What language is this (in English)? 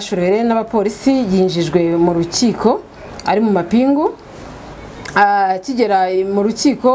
Kinyarwanda